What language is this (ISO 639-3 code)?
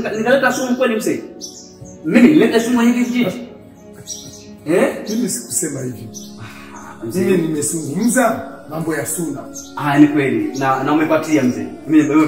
swa